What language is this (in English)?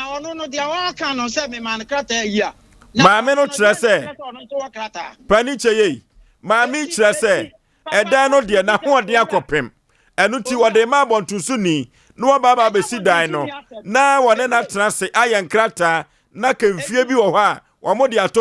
Akan